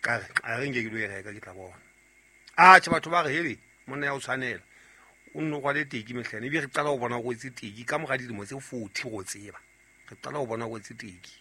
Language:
Southern Sotho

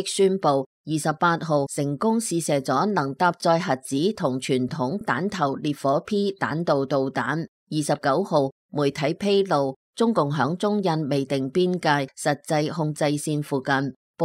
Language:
Cantonese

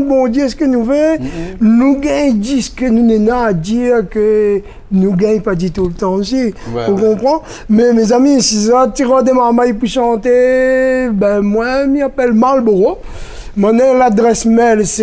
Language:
Réunion Creole French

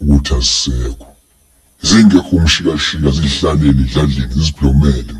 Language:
Zulu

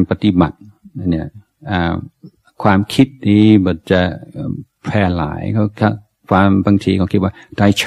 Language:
Thai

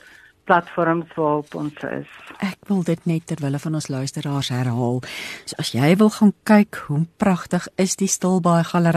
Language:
Afrikaans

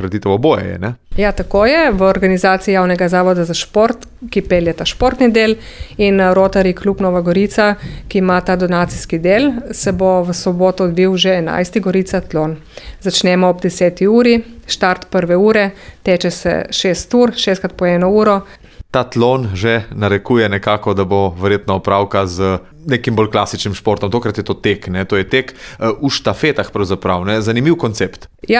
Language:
Slovenian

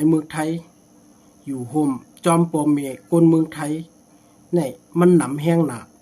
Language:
Shan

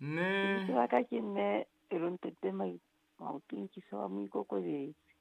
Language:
Southern Sotho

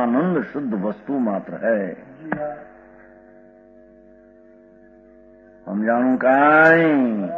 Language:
Gujarati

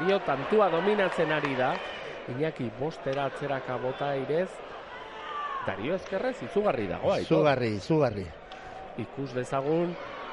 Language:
Basque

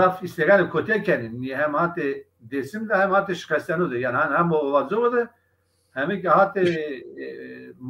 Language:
Zaza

